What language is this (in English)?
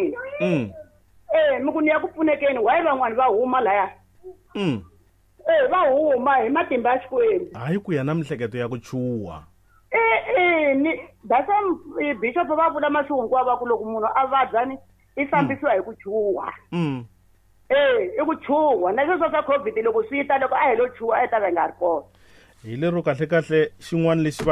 Tsonga